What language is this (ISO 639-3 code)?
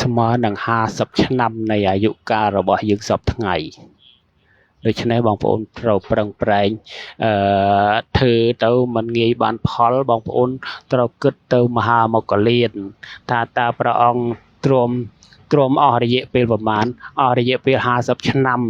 khm